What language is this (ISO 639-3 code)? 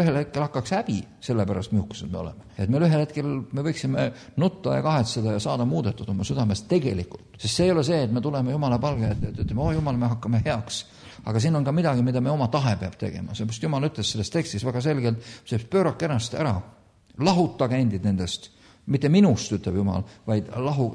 est